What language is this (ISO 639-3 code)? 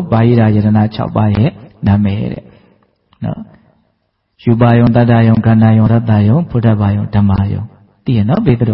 mya